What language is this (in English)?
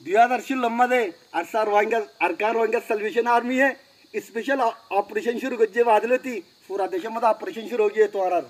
Rohingya